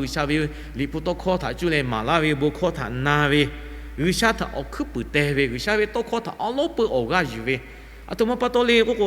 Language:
Lahu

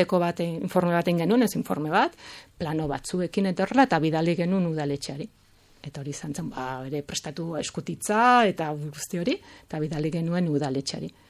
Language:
Basque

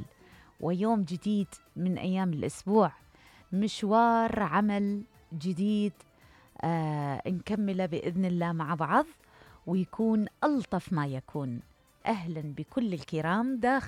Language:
Mesopotamian Arabic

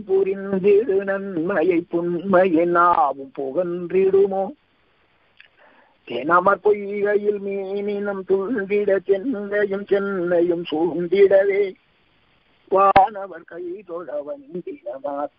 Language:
Tamil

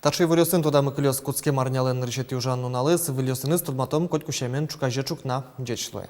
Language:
Udmurt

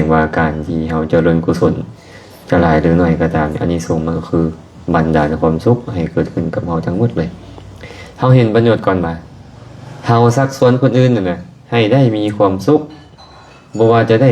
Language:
Lao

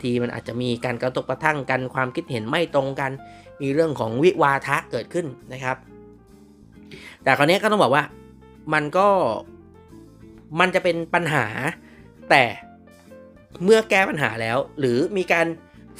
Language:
Thai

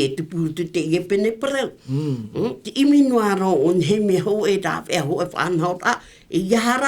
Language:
Tahitian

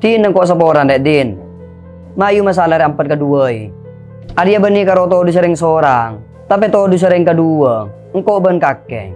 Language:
Madurese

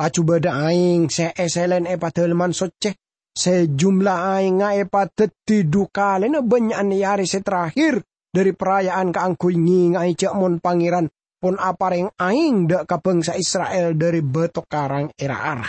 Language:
Madurese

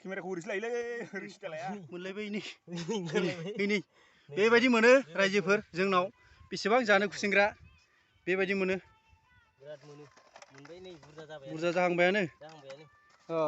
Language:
Bodo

